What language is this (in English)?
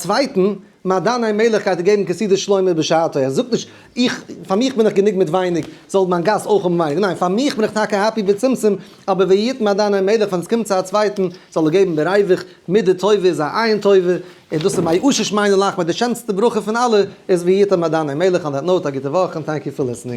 Yiddish